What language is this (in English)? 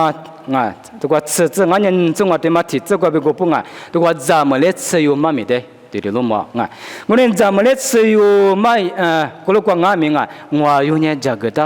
Lisu